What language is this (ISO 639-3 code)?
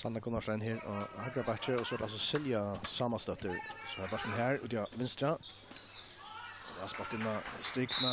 fao